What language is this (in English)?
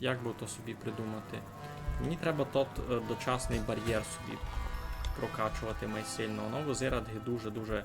Rusyn